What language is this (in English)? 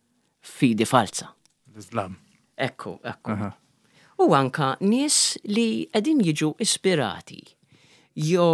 Maltese